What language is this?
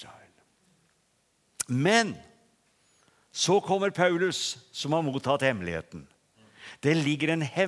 Norwegian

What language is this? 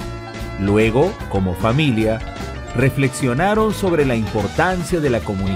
Spanish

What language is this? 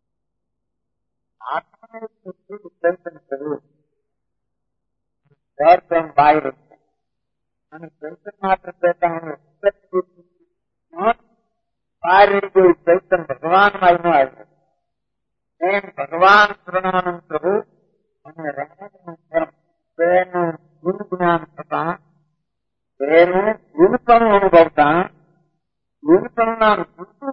Gujarati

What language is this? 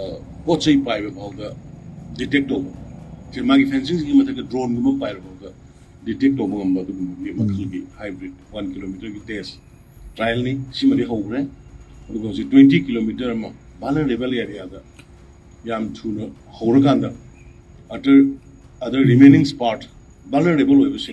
Manipuri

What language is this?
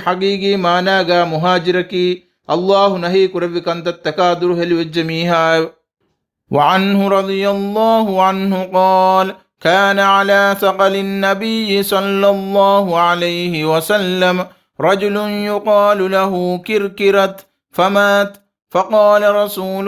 Divehi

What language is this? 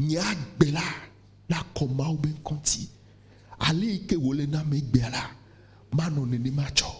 Ewe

